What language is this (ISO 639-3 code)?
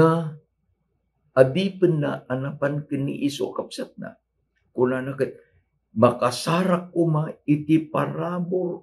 ilo